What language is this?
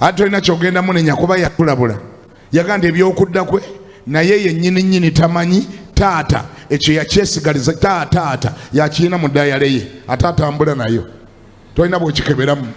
Ganda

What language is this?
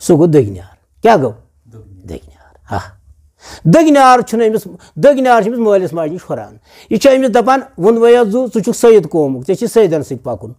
Kashmiri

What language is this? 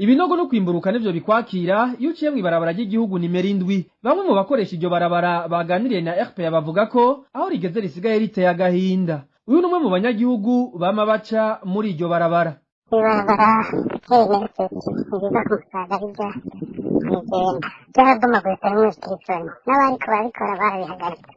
Rundi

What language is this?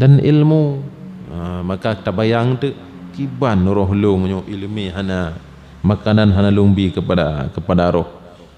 Achinese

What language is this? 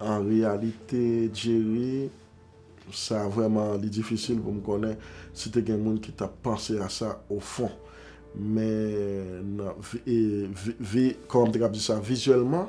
Haitian Creole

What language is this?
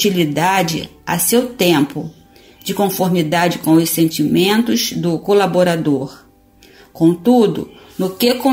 Portuguese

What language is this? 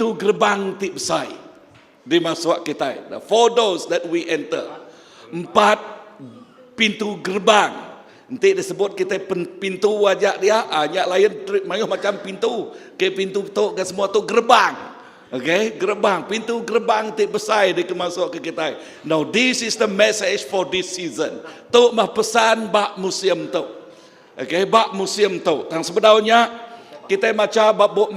Iban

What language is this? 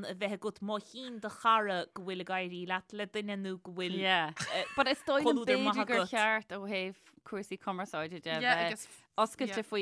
Irish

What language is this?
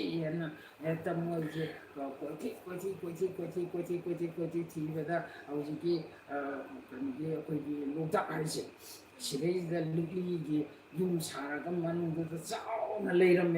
Manipuri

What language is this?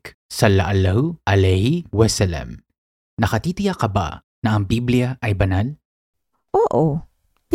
Filipino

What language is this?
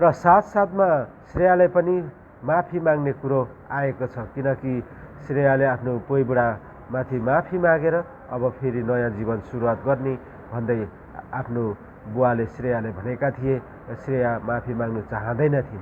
Nepali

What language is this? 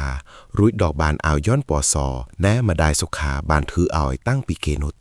Khmer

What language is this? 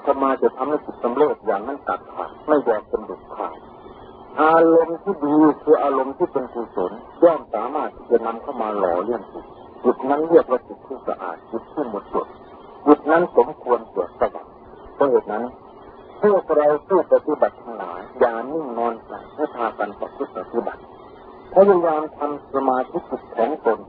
Thai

